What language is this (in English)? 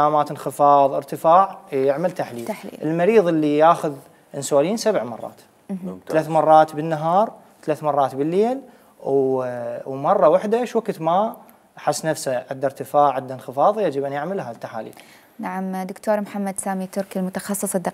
Mesopotamian Arabic